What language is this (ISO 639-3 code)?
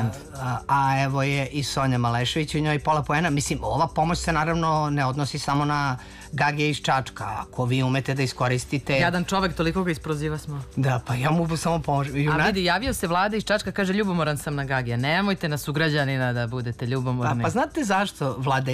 srp